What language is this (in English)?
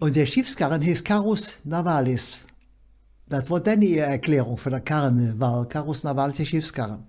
Colognian